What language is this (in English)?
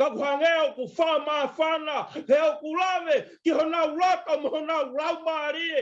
Tongan